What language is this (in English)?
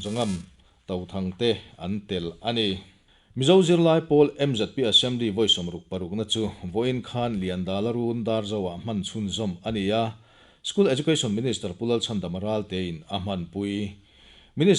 Mizo